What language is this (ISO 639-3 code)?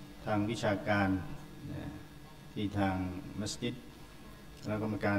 tha